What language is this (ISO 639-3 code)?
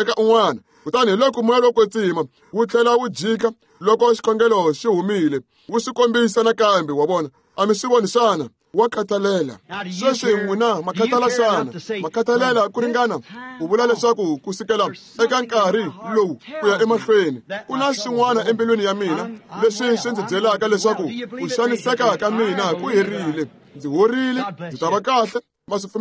tso